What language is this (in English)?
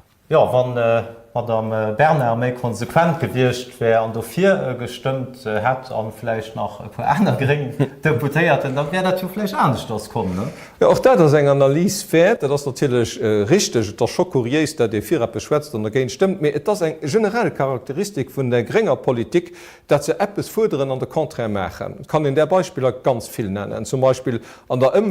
Luxembourgish